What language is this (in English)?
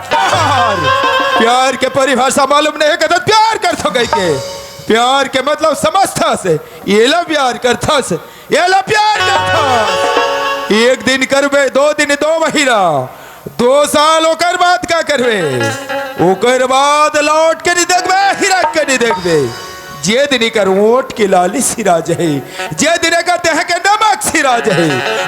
Chhattisgarhi